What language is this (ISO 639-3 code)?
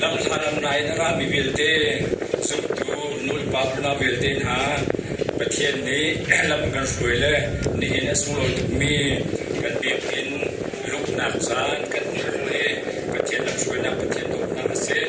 cnh